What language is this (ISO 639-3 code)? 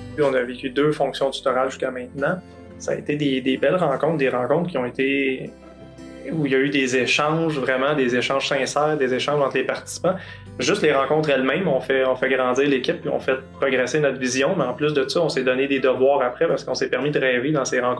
fra